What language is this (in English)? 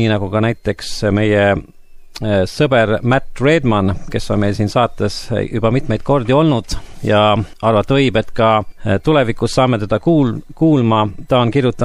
Estonian